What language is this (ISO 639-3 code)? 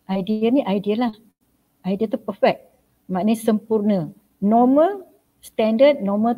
msa